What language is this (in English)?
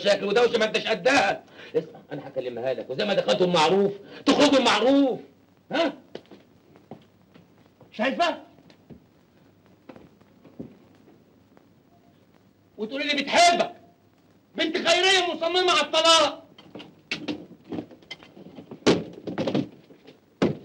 Egyptian Arabic